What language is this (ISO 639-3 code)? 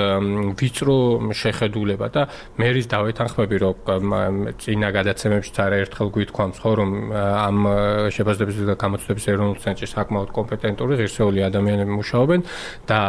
kat